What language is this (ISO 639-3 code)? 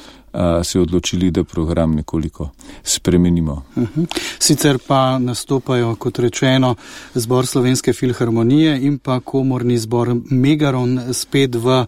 slv